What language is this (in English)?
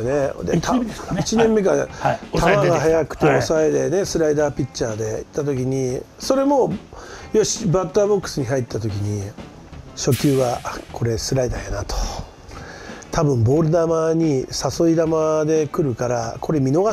Japanese